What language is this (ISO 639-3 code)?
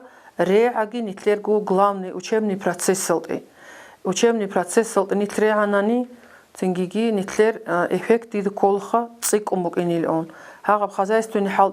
ava